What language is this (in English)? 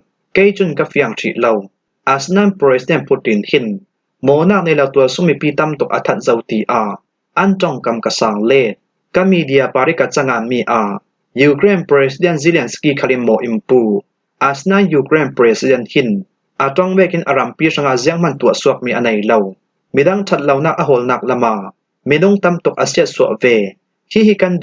Falam Chin